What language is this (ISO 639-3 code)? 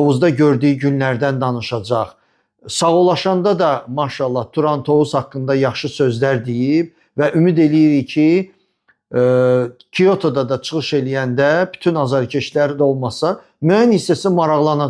aze